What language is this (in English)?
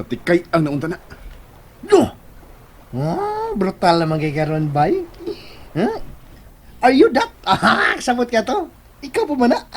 Cebuano